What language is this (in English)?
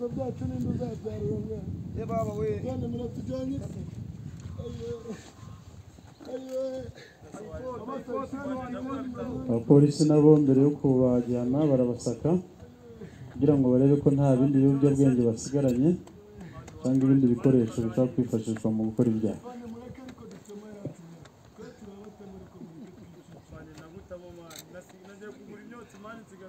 Kinyarwanda